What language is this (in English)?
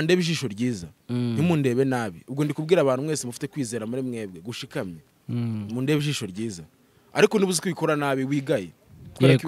Kinyarwanda